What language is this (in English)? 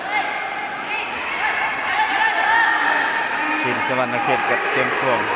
Lao